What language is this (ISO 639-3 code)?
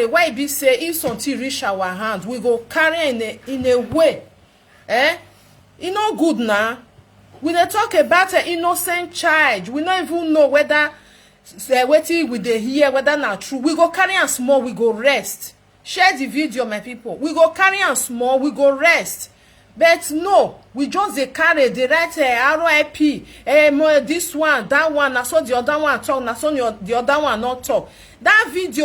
pcm